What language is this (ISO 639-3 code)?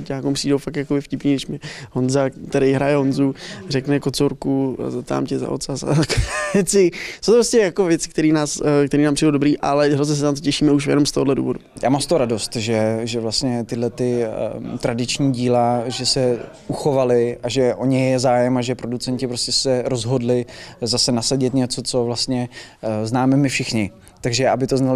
ces